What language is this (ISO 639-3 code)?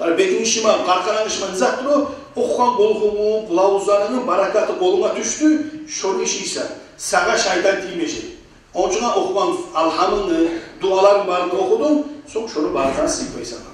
kum